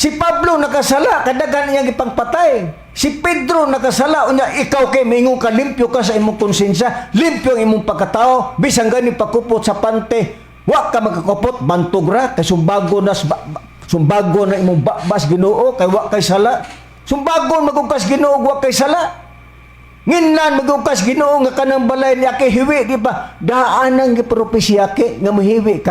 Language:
Cebuano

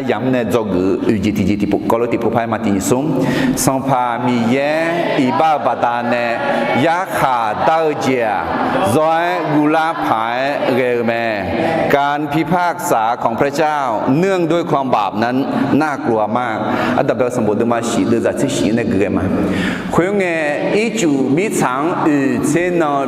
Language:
Akha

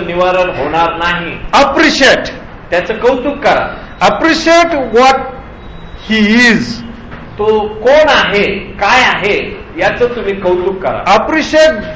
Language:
Marathi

